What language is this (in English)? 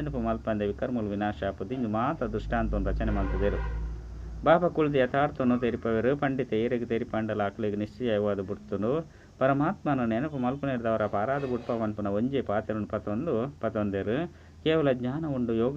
Tulu